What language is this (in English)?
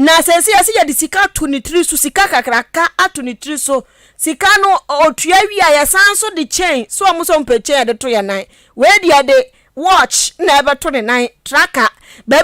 Akan